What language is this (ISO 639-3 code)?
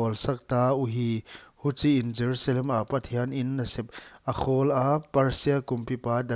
pck